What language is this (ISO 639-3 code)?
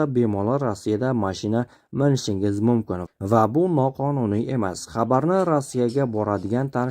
uzb